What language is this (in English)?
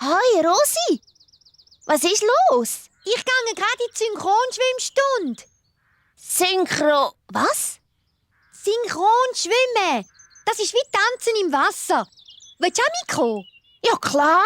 Swiss German